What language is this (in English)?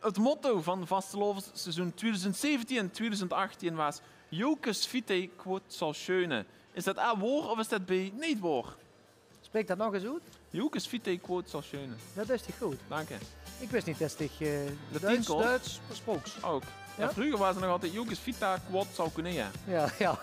Limburgish